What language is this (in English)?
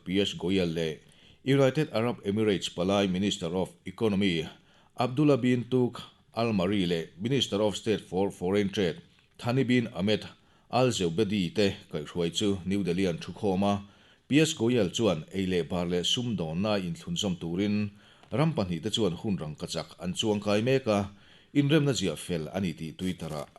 Mizo